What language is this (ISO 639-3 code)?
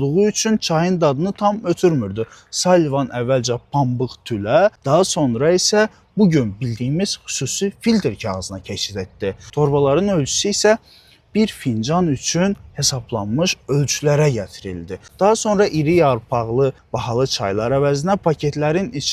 aze